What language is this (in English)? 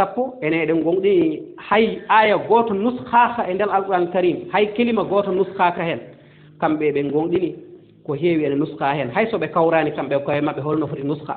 Fula